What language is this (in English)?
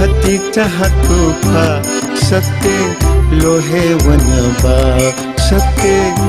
Newari